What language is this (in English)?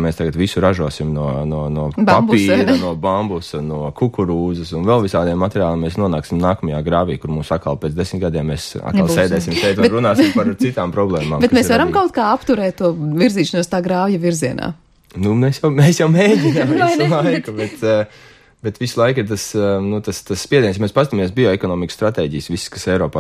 Latvian